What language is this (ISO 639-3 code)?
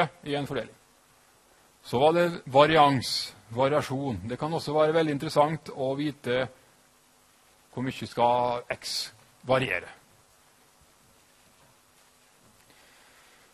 nor